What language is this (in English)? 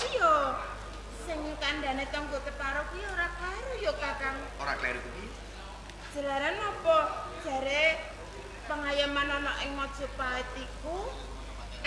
Javanese